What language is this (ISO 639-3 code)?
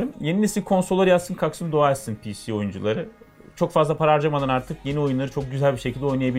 tur